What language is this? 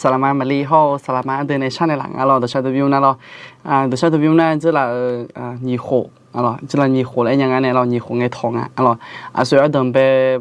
Akha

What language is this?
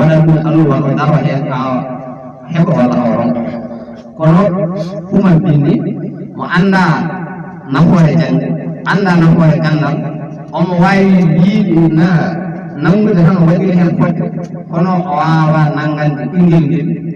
Fula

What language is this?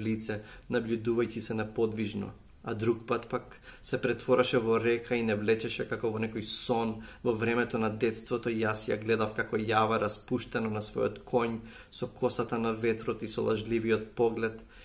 Macedonian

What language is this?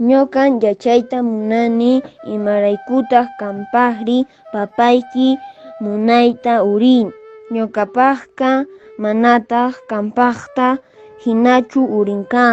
Quechua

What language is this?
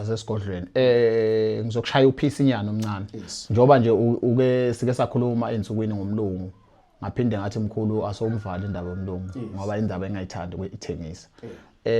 Zulu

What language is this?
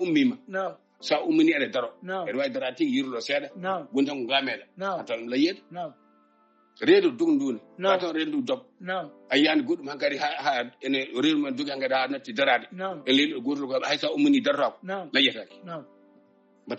Fula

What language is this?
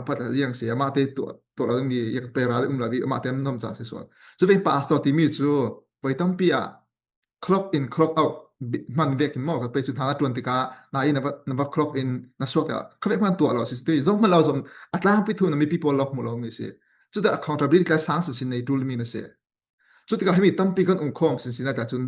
Falam Chin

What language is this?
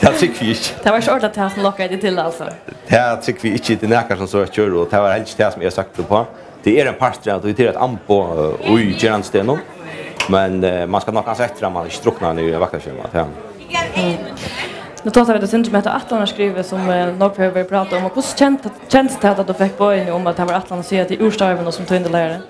Faroese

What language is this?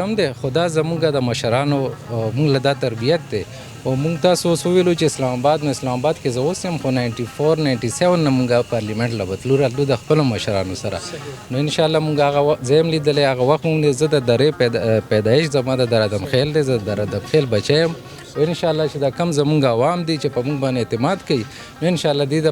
Pashto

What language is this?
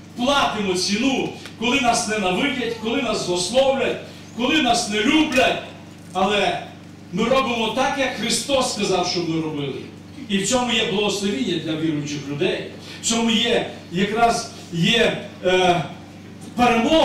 Ukrainian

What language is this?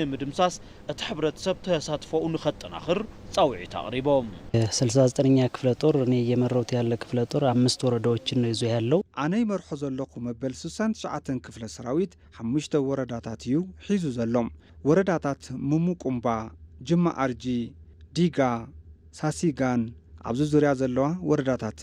Tigrinya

